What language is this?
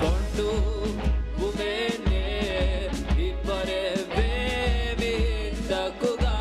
Divehi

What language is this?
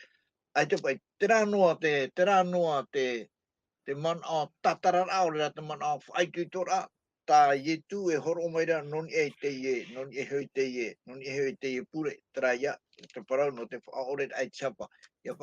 Tahitian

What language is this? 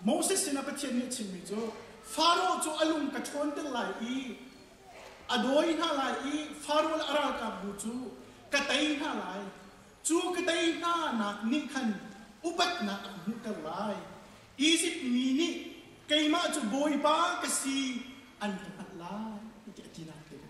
Hakha Chin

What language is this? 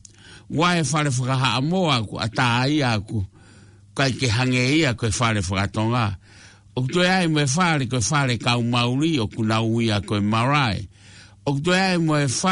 Tongan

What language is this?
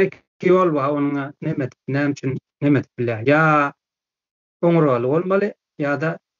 Turkmen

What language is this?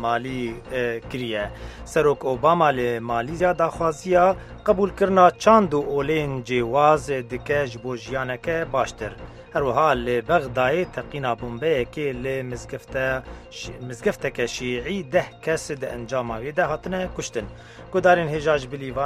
Central Kurdish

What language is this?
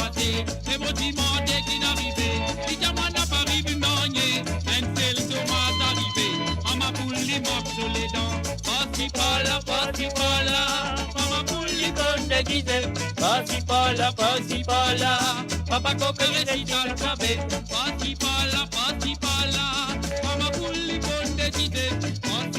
Morisyen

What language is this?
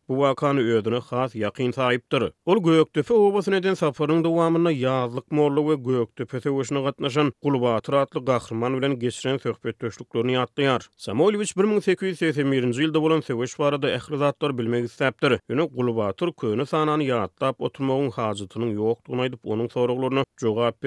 Turkmen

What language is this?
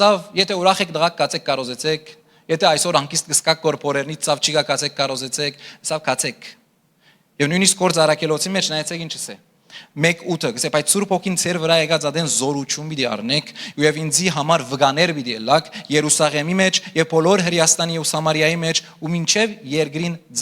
Western Armenian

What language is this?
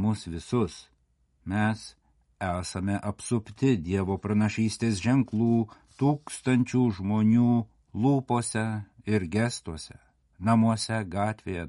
Lithuanian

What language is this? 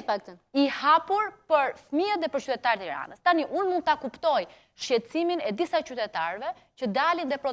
Albanian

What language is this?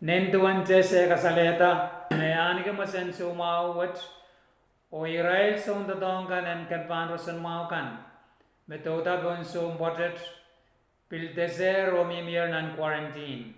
Pohnpeian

